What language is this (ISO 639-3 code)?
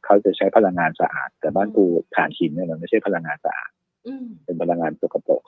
tha